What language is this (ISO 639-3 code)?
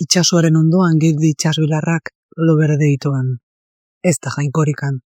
eus